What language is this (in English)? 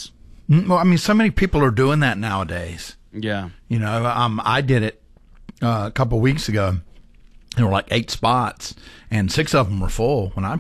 English